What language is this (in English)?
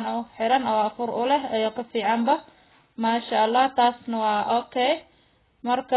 Somali